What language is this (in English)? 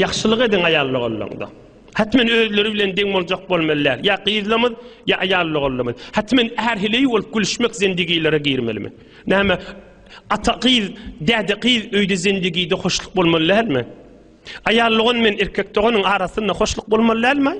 Turkmen